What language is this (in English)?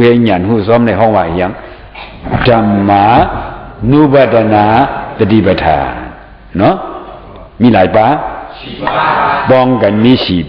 Shan